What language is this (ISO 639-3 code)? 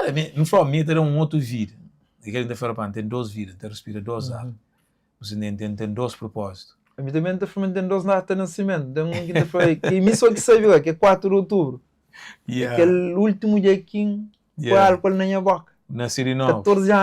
kea